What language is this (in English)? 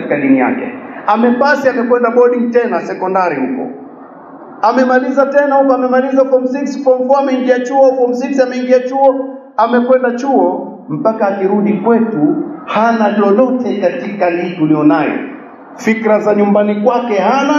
Swahili